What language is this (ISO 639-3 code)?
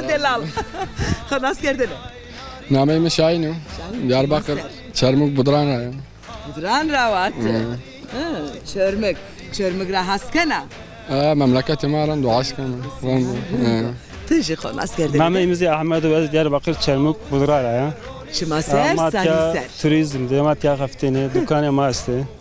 zza